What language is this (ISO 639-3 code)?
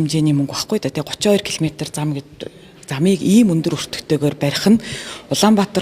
mon